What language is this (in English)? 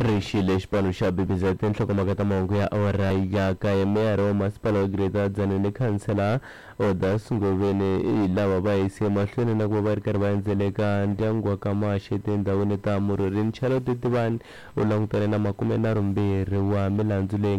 Tsonga